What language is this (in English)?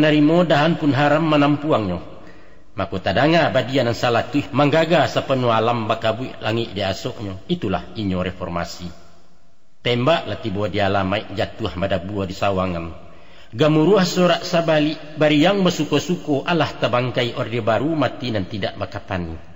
Minangkabau